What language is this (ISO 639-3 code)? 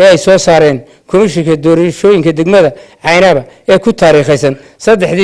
som